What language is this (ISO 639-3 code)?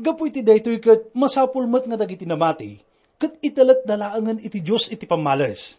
ilo